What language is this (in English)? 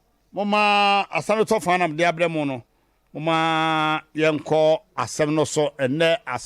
Akan